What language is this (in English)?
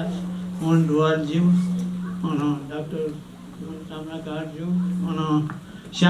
Newari